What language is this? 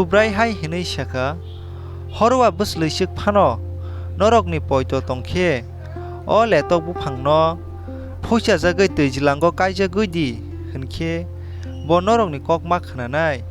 Kok Borok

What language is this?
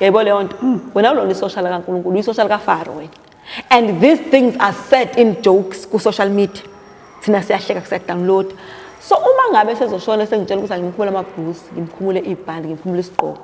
Zulu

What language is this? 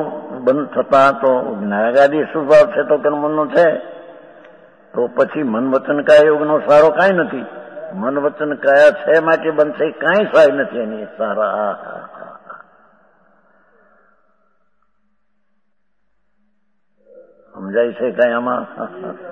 Gujarati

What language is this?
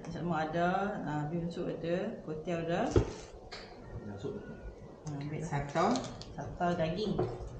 Malay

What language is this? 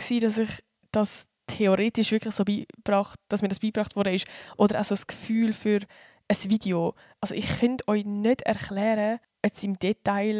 Swiss German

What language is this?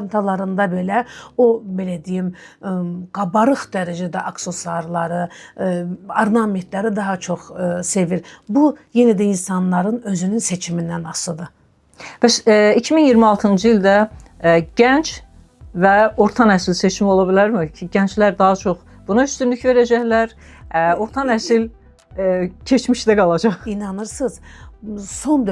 Azerbaijani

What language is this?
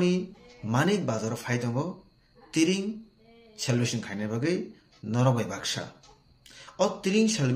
Kok Borok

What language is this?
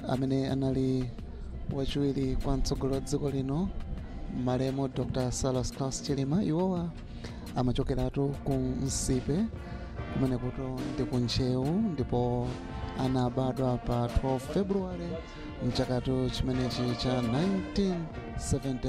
Nyanja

